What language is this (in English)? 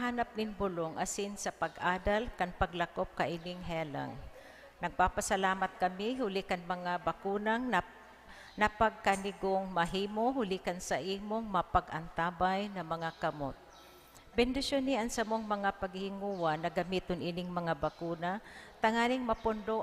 Bikol